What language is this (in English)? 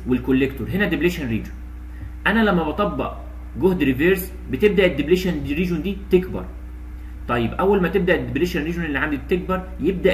Egyptian Arabic